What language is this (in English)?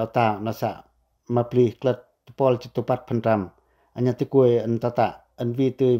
Pacoh